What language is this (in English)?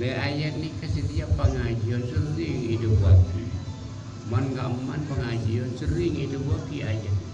Madurese